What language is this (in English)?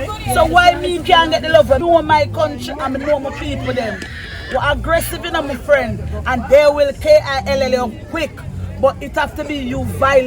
Jamaican Creole English